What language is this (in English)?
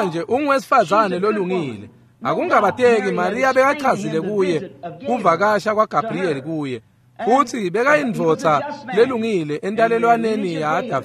Swati